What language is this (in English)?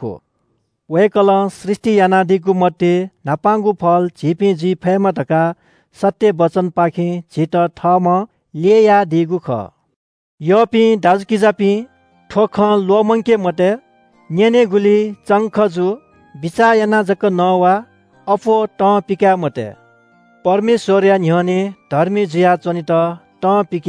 Newari